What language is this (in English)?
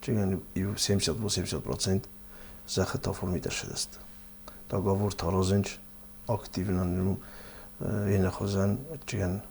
Ossetic